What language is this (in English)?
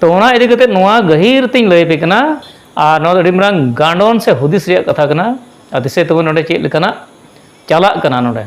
Santali